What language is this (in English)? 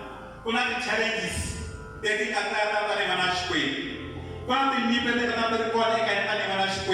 Tsonga